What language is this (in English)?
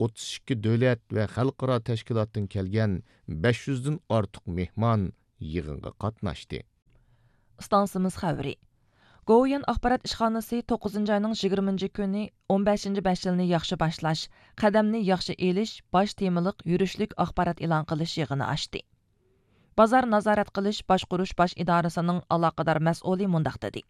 Uyghur